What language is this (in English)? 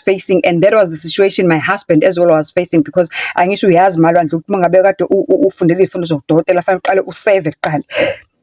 Zulu